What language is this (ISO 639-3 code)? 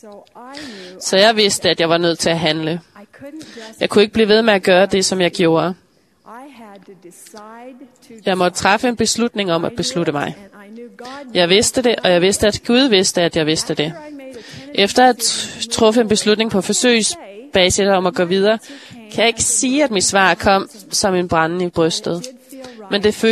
dan